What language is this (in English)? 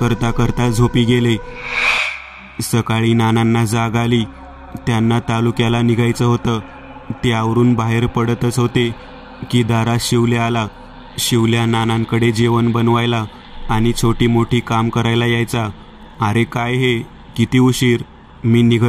Marathi